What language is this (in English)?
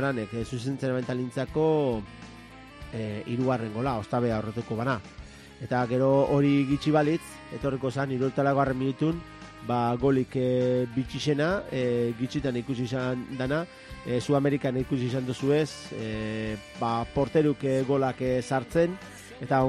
Basque